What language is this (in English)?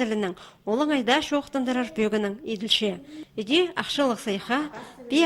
Khakas